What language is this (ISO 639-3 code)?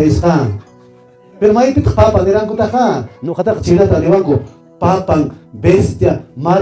que